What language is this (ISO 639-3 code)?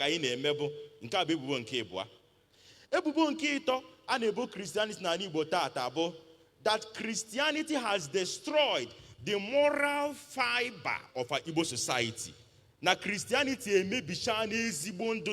ibo